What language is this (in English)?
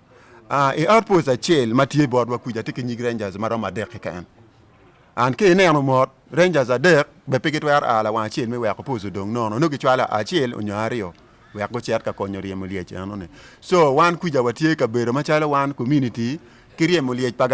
Acoli